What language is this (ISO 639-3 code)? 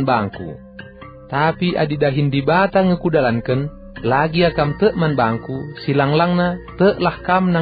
btx